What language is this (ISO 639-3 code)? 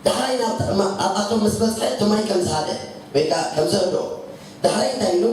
tir